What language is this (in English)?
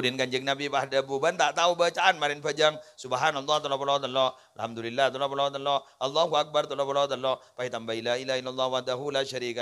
Madurese